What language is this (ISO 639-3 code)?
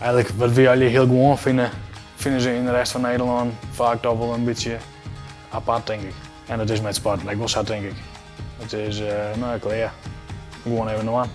fry